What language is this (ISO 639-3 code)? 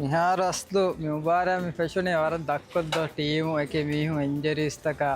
div